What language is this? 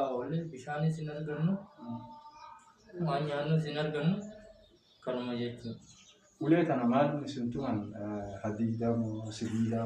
Oromo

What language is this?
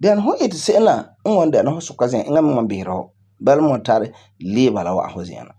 Frafra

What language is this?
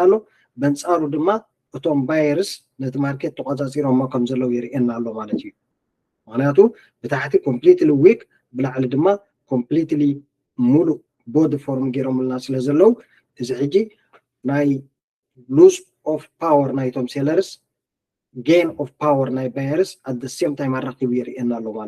Tigrinya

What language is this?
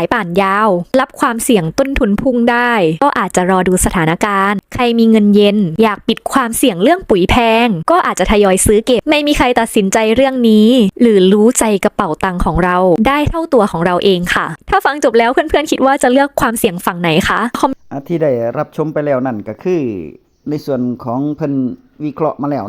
Northeastern Thai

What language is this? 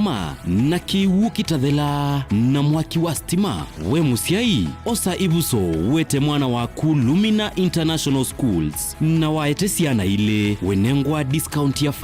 Kamba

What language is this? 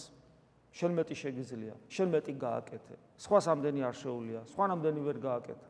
Georgian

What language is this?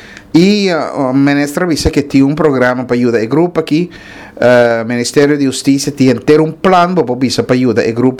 Papiamento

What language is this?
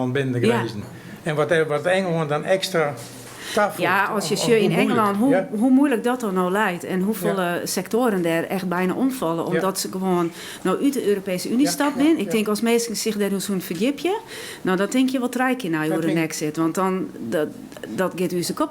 Western Frisian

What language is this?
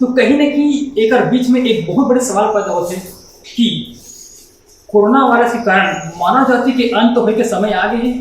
Chhattisgarhi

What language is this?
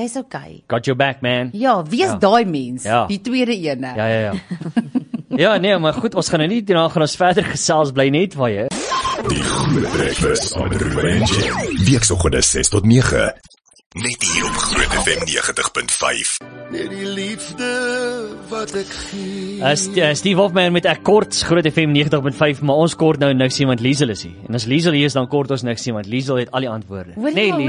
Afrikaans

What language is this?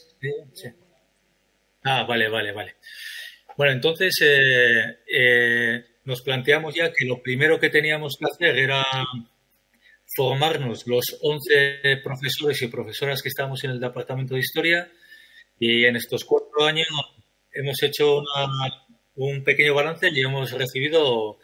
Spanish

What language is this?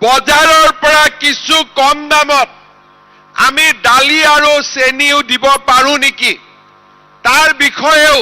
Assamese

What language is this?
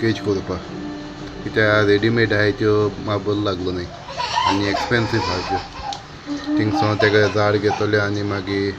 Konkani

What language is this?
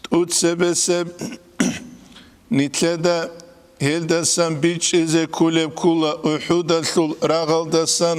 Avaric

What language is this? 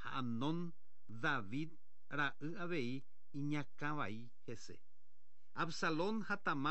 Guarani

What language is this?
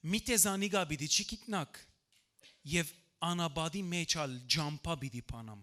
Western Armenian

